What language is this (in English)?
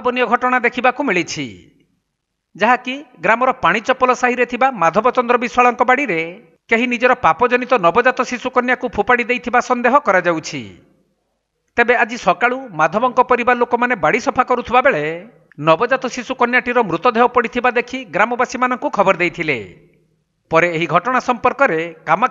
Odia